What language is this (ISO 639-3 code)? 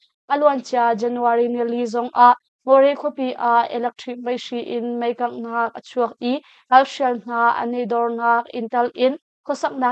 cnh